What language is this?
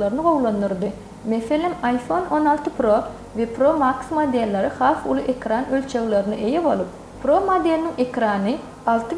Turkmen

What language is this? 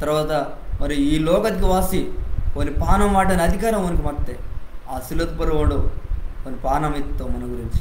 Koya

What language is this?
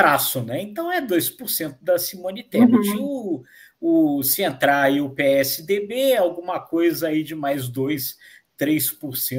Portuguese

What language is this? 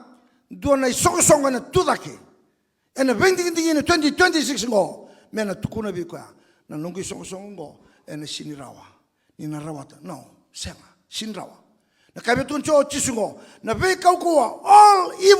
Fijian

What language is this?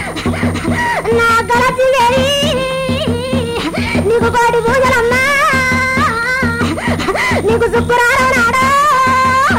Telugu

